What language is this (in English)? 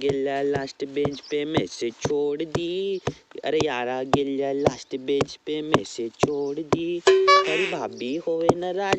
Rajasthani